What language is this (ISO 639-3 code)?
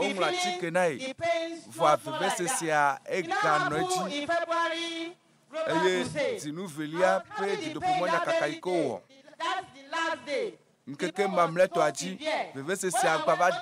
ewe